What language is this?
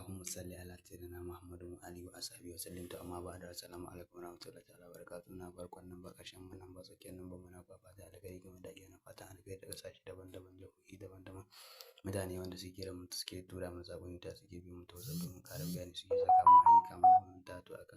Hausa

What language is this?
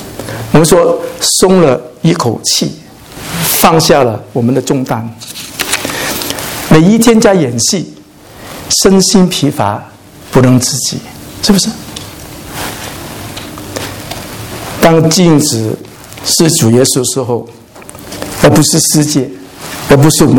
Chinese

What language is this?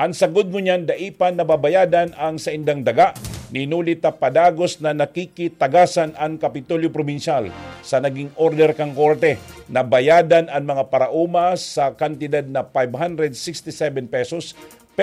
Bikol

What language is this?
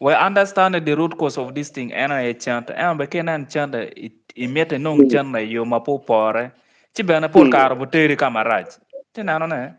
Acoli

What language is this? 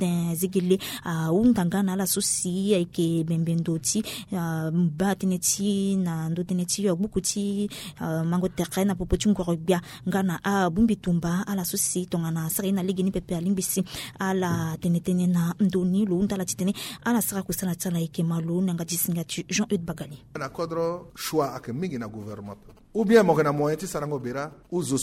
Sango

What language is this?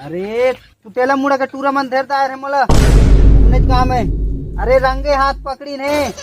Chhattisgarhi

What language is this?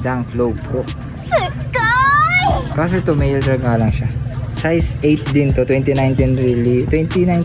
Filipino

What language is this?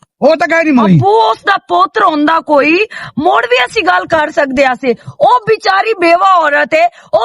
Western Panjabi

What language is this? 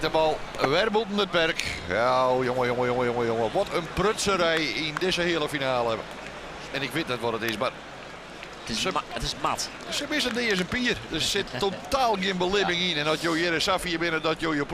Western Frisian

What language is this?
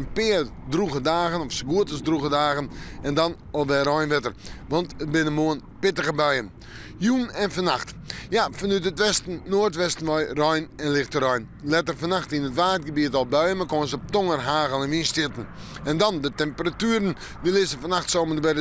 Western Frisian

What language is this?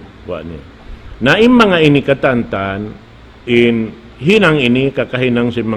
Tausug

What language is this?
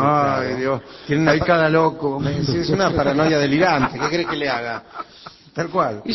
Spanish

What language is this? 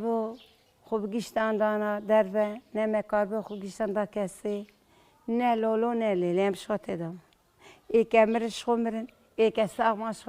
Kurdish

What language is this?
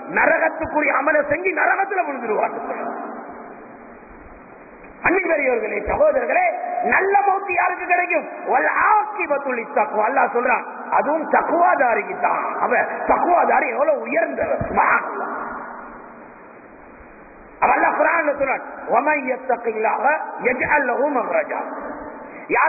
Tamil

